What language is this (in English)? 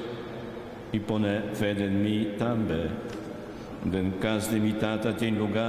Papiamento